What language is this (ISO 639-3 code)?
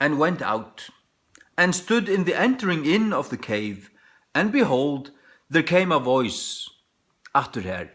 fao